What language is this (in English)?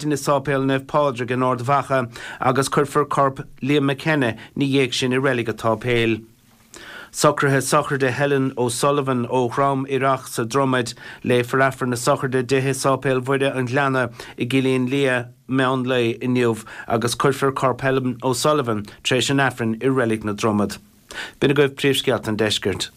Irish